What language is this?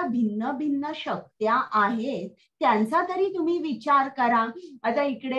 Marathi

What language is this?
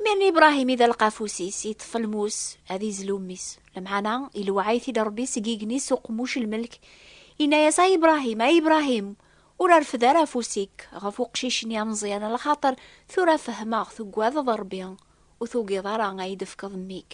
Kabyle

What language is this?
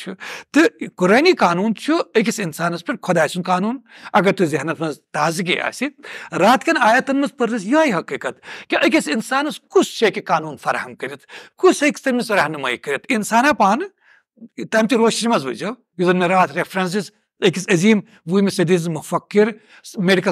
Kashmiri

